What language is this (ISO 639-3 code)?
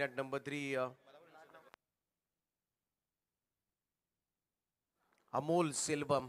mar